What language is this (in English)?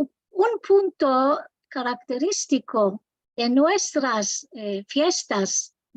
Ladino